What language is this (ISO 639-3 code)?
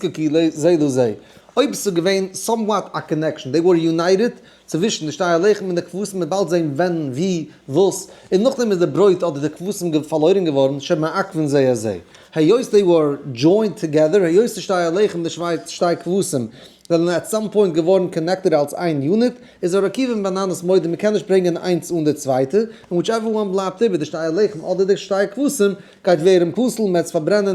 yid